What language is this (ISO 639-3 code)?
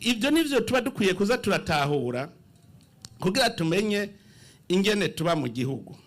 run